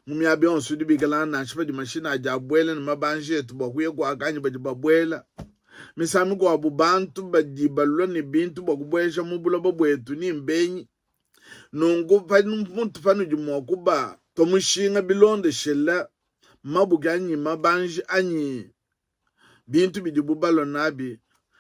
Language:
Luba-Lulua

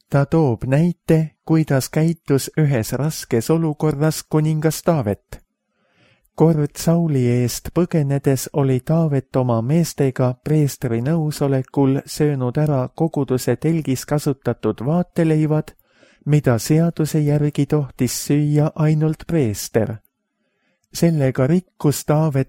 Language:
Estonian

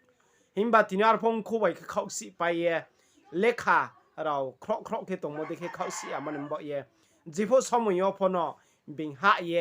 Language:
Riang (India)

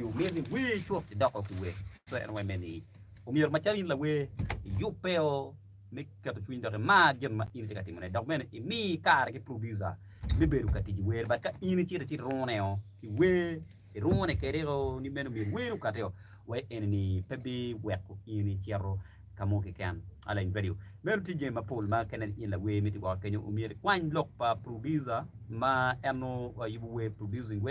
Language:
Acoli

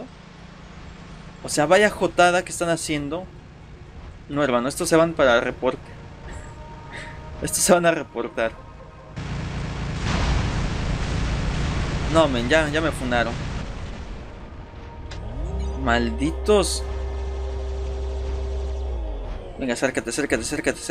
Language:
Spanish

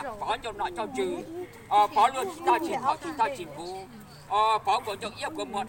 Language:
Hmong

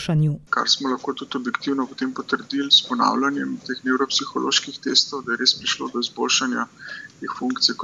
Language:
Slovenian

